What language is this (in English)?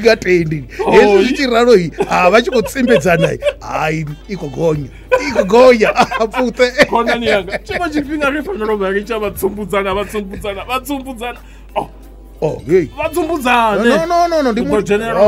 Venda